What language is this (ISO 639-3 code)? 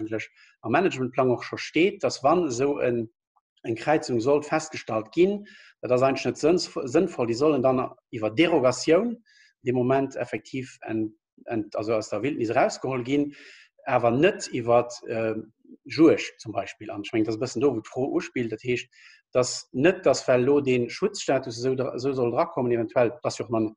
ltz